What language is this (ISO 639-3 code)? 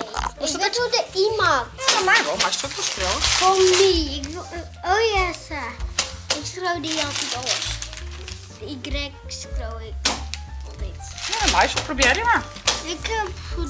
fry